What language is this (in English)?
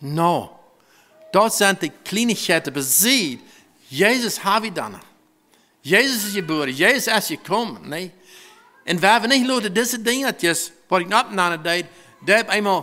Plautdietsch